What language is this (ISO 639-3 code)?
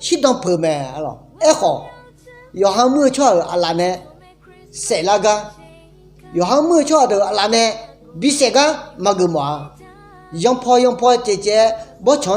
ahk